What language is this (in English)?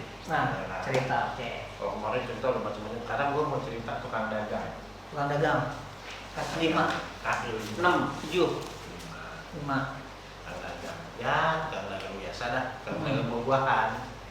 Betawi